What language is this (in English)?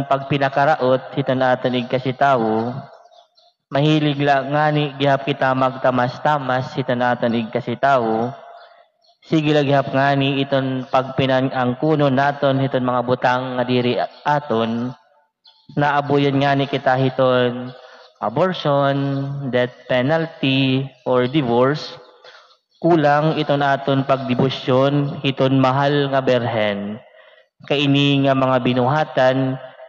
Waray